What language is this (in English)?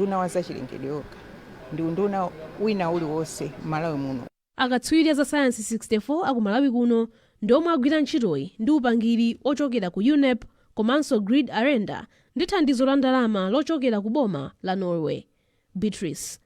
Nyanja